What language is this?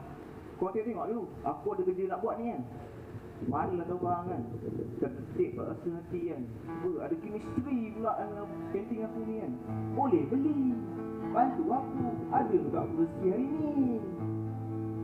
Malay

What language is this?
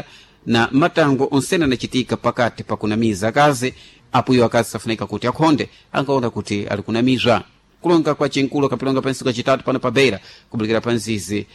Sena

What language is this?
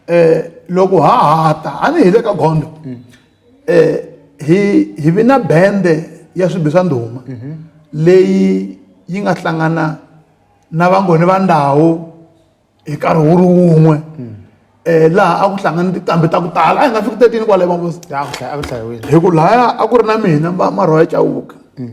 Tsonga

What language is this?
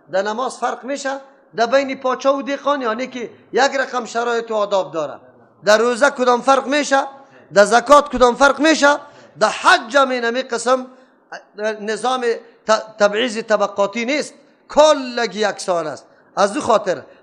Persian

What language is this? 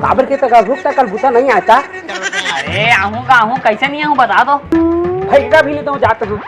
Chhattisgarhi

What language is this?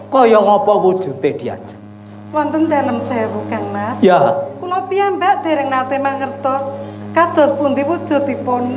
Javanese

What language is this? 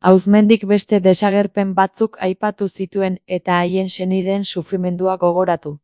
Basque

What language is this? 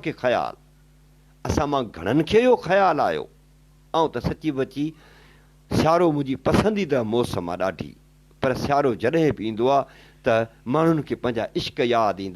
Sindhi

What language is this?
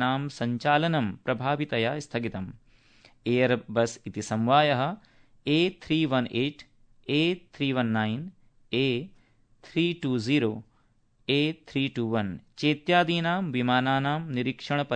Sanskrit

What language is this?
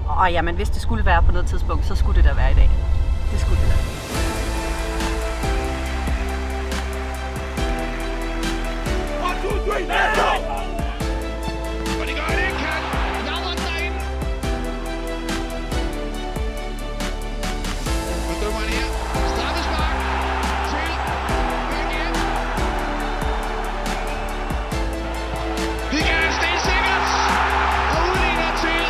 Danish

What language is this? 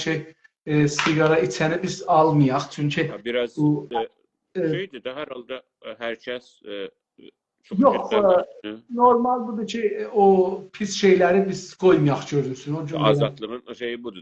South Azerbaijani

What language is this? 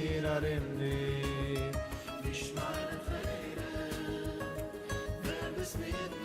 Yiddish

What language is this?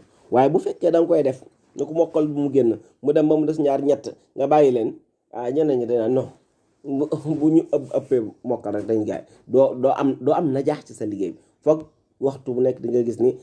Wolof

